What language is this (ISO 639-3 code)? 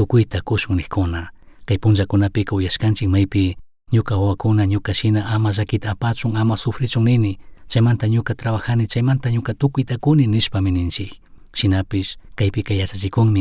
qug